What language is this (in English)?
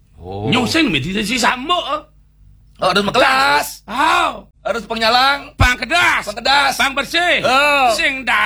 Balinese